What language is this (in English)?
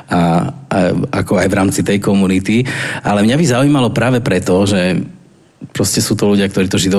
Slovak